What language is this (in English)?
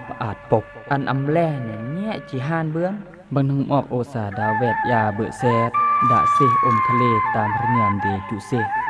Khmu